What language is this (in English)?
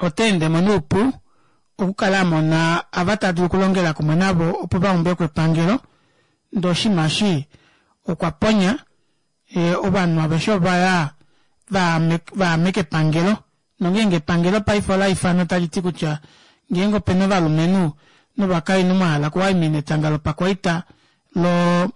Kuanyama